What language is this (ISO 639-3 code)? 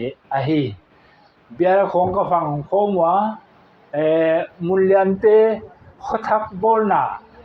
pck